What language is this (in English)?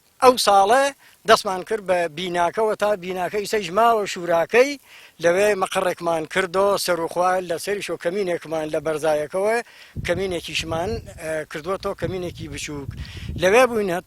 Central Kurdish